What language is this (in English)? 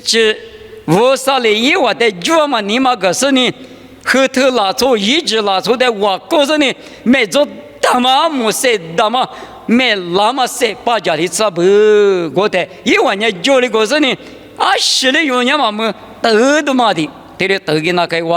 Lisu